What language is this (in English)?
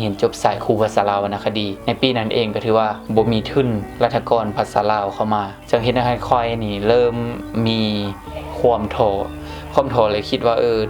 Lao